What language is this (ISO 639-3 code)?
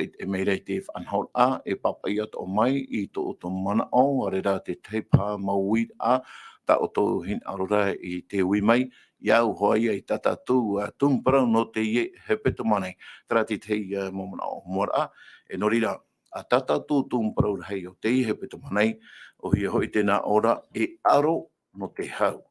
tah